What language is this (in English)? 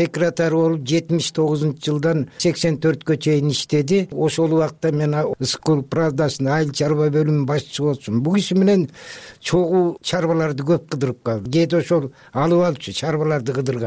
Kyrgyz